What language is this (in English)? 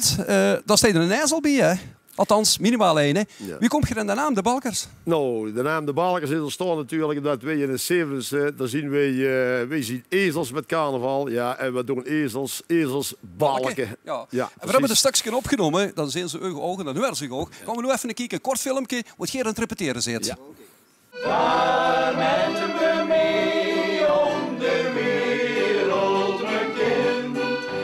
Limburgish